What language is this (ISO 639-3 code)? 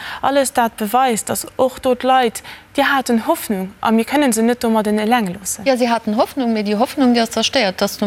ltz